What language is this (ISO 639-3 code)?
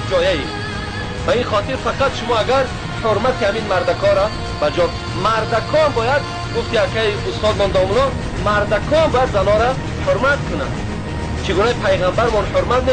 tgk